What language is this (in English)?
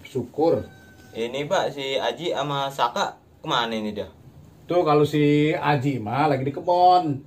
Betawi